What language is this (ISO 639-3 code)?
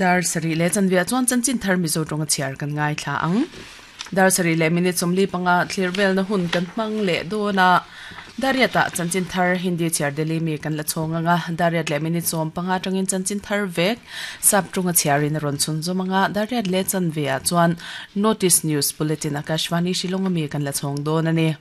lus